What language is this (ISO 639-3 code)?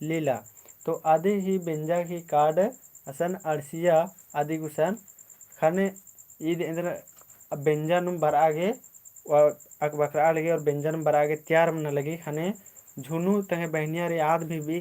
kru